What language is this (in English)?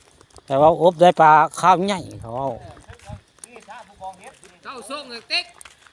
Northeastern Thai